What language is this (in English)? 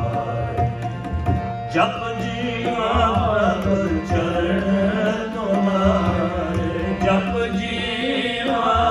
Punjabi